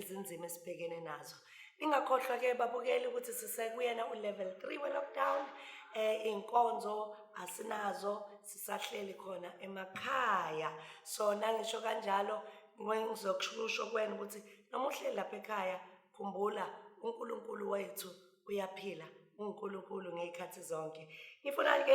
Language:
Zulu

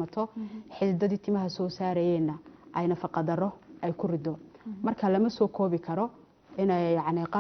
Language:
Somali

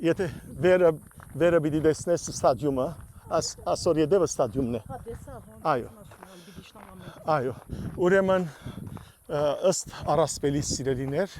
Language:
Western Armenian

